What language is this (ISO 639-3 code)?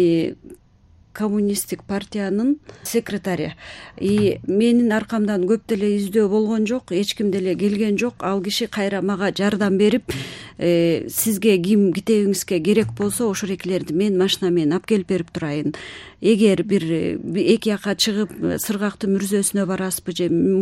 kir